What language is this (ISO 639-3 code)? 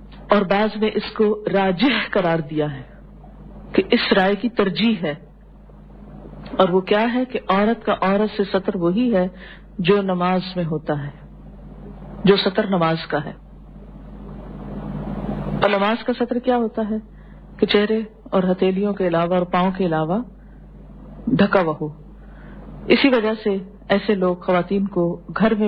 urd